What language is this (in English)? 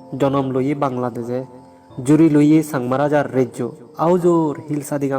Chakma